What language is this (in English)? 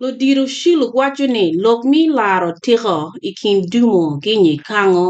Acoli